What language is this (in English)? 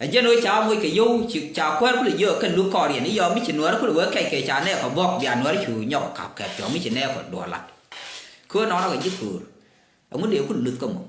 Nuer